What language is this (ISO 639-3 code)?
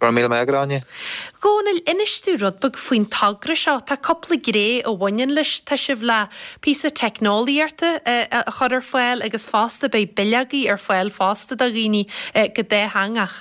gle